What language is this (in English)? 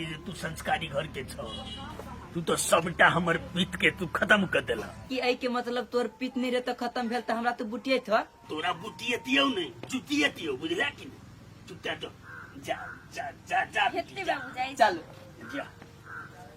Maithili